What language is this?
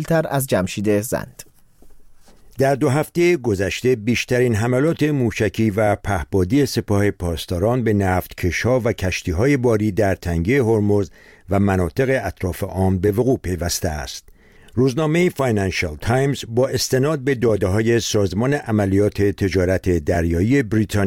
Persian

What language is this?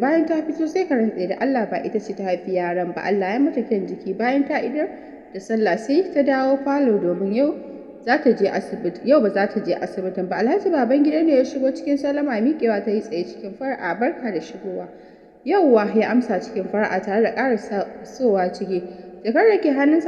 Hausa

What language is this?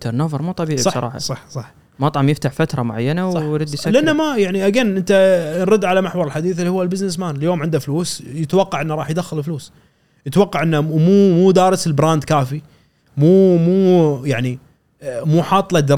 Gulf Arabic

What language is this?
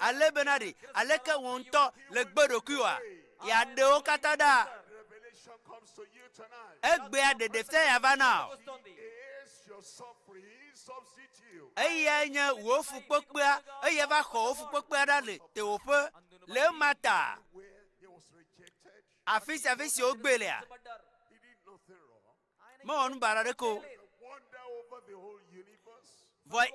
Ewe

